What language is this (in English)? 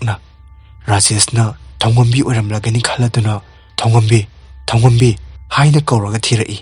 Manipuri